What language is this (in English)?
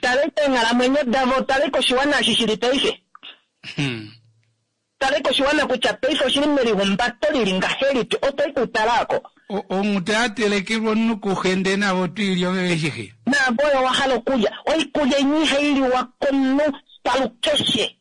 Kuanyama